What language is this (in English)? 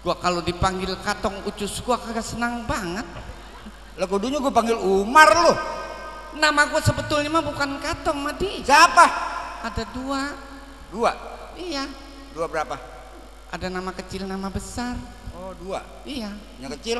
Betawi